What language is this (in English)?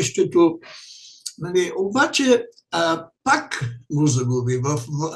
Bulgarian